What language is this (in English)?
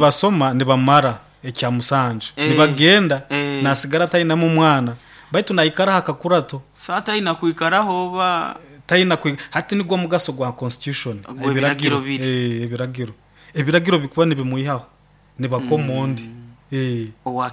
Nyoro